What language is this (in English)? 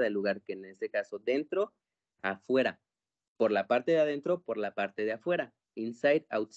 Spanish